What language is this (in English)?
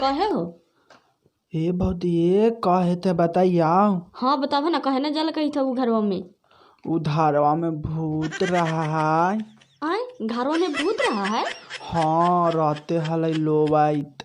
Magahi